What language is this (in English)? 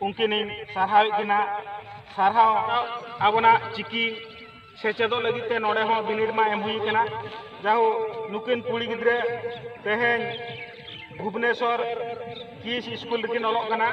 Santali